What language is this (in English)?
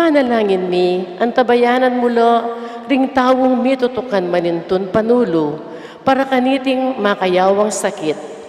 Pampanga